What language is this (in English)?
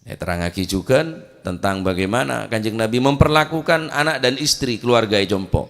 Madurese